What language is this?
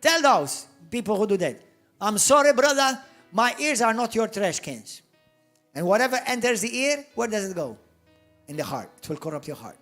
English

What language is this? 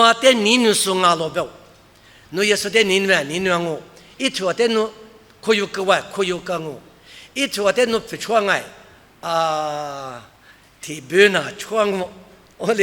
Lisu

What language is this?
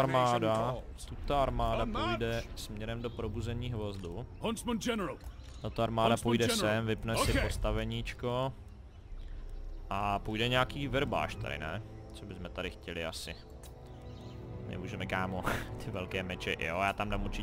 Czech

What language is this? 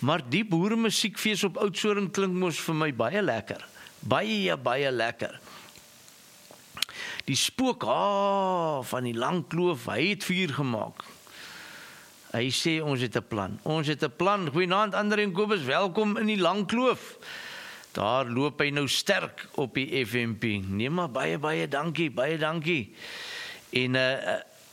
Afrikaans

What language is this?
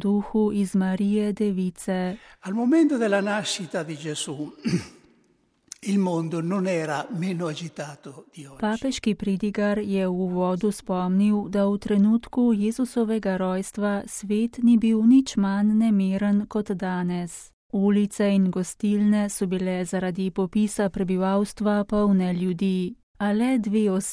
Slovenian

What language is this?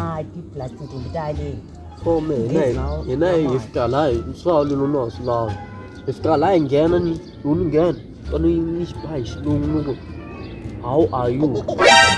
Tsonga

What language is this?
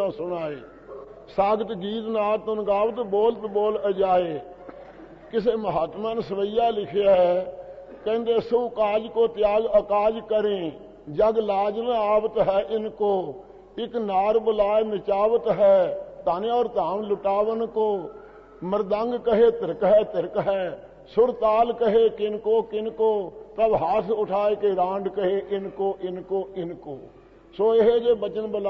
Punjabi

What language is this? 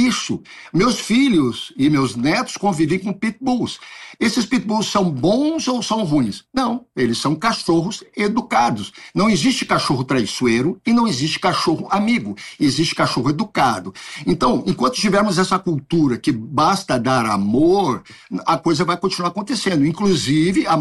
Portuguese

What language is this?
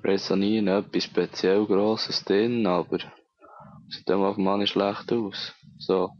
Swiss German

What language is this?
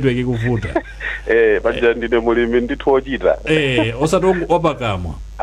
Nyanja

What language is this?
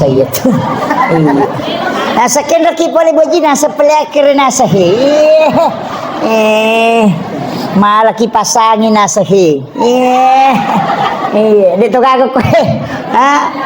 Buginese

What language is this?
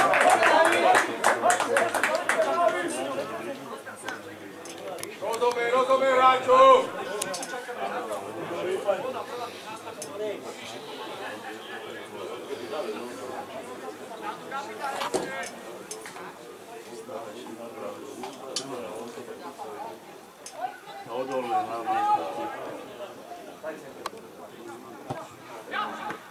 Slovak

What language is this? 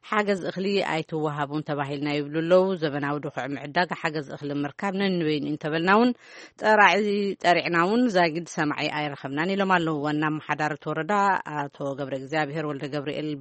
Tigrinya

